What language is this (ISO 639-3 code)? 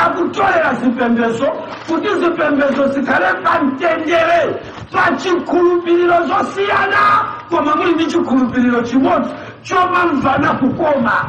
nya